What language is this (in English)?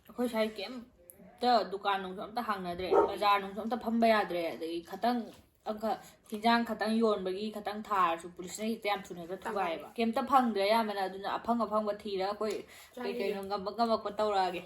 Manipuri